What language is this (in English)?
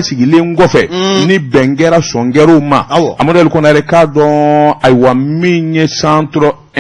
Bambara